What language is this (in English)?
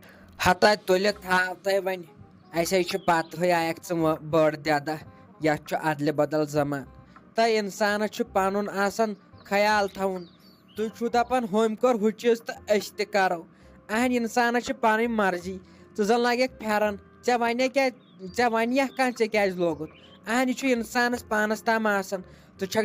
Kashmiri